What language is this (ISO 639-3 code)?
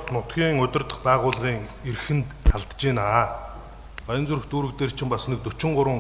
mon